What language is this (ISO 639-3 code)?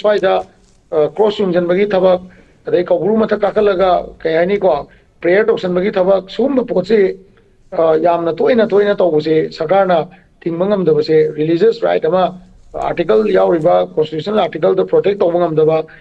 mni